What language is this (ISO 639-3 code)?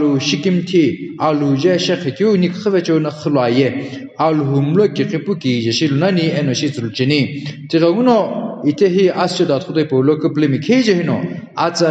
nsm